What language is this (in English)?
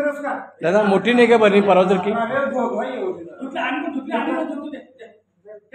Marathi